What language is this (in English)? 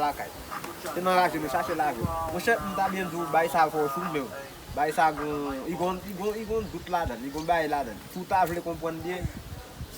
Haitian Creole